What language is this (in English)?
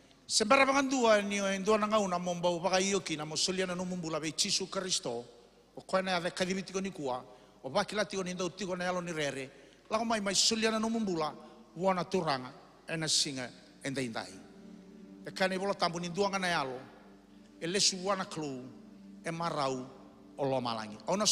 Fijian